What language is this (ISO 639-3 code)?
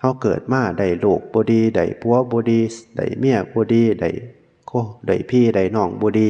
tts